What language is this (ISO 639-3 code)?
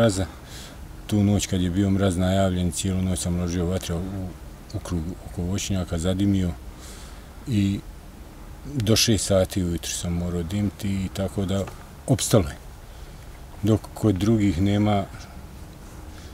bos